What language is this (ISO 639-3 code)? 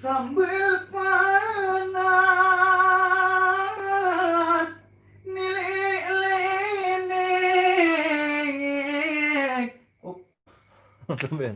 sas